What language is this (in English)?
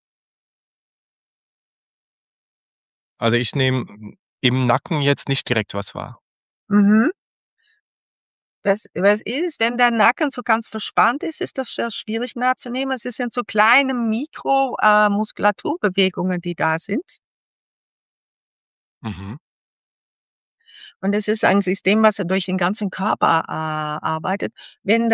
German